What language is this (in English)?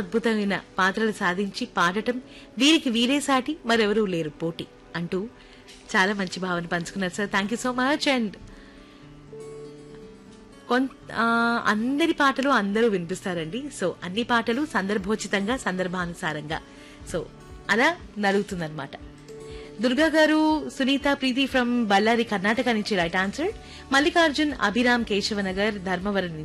Telugu